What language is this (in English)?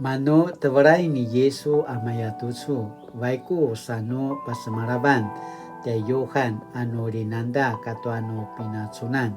Paiwan